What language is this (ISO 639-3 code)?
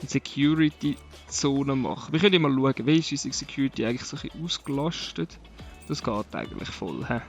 gsw